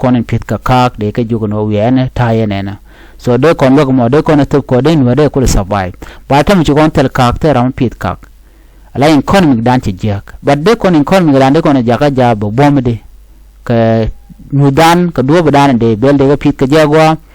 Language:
Nuer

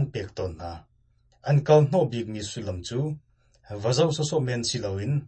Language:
Hakha Chin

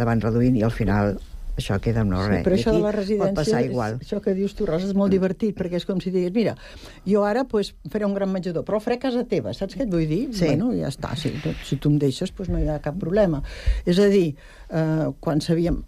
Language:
Catalan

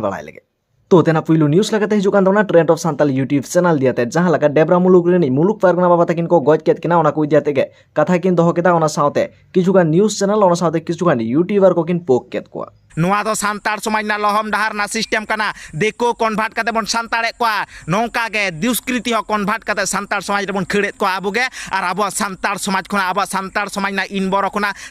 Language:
Santali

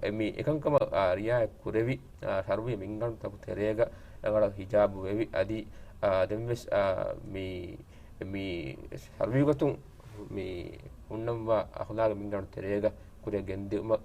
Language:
Divehi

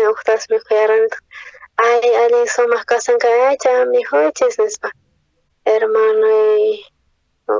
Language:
South Bolivian Quechua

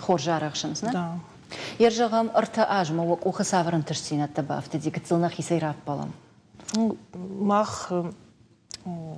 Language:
Ossetic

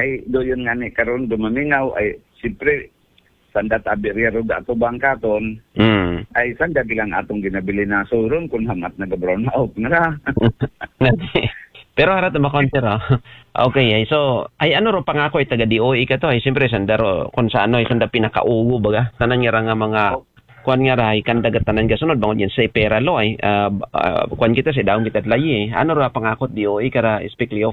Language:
Aklanon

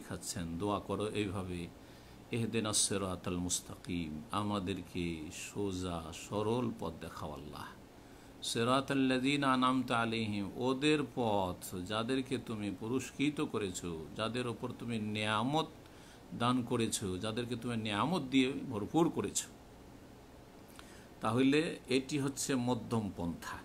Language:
Bangla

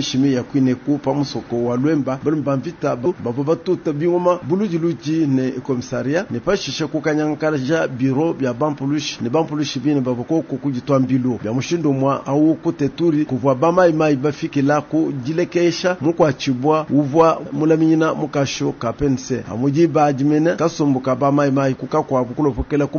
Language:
Luba-Lulua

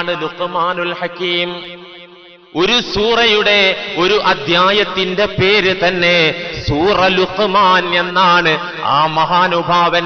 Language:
Malayalam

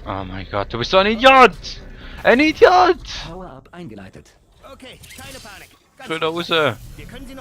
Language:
Swiss German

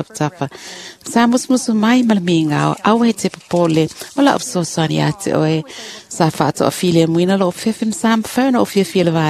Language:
Samoan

